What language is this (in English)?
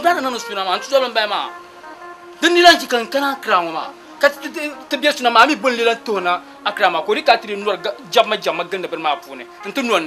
Dagbani